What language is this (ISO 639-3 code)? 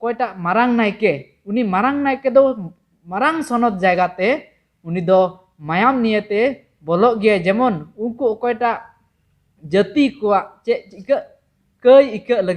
sat